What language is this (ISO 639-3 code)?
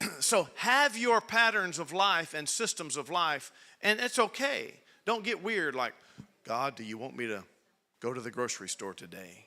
eng